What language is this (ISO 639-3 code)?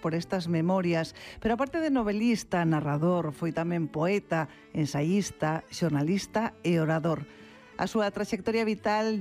glg